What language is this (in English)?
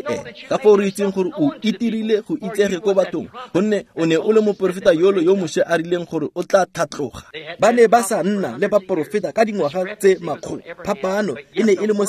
Tswana